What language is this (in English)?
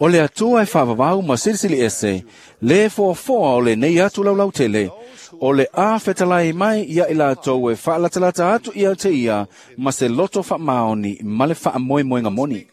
Samoan